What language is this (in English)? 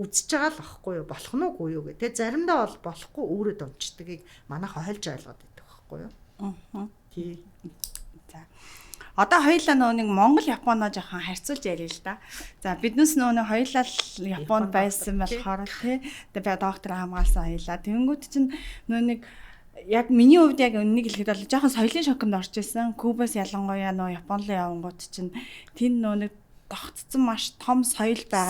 Mongolian